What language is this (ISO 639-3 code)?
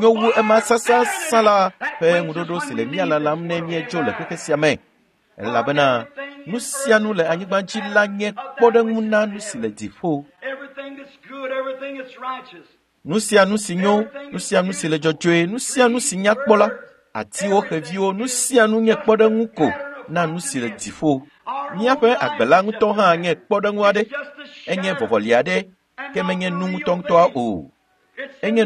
ewe